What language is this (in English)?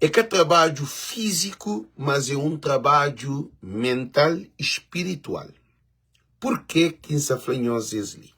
Kabuverdianu